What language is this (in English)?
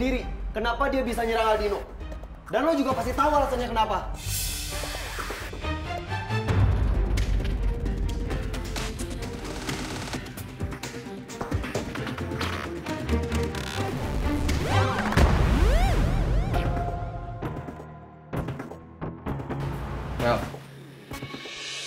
Indonesian